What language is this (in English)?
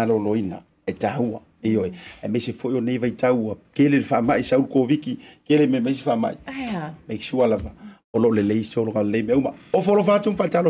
Samoan